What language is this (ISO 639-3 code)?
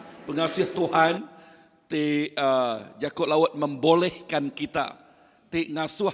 iba